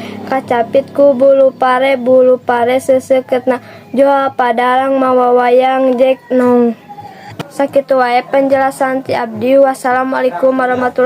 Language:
Sundanese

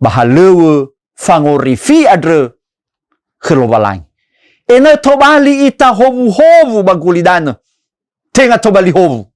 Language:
Nias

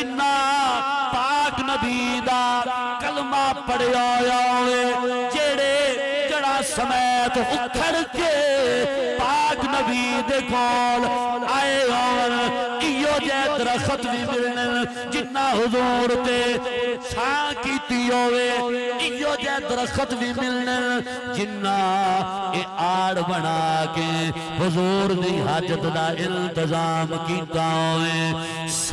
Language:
Saraiki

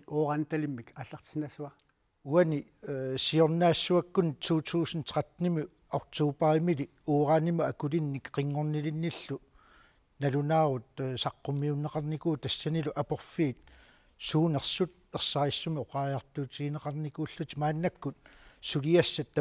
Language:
Kalaallisut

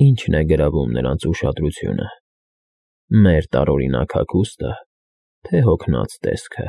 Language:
Armenian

